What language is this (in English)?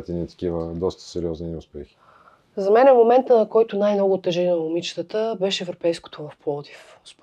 Bulgarian